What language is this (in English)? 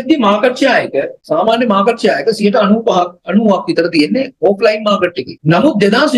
Sinhala